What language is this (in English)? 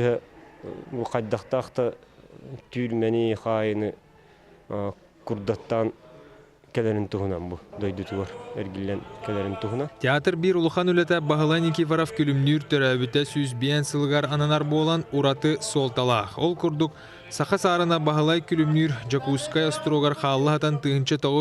Yakut